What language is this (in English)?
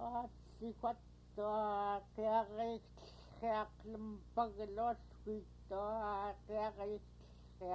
Central Yupik